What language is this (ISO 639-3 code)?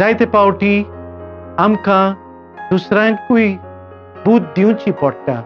kok